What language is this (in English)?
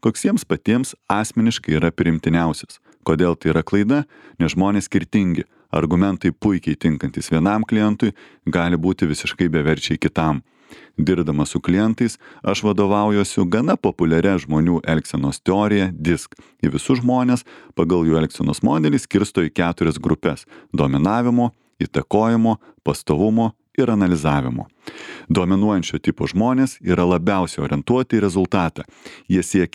Lithuanian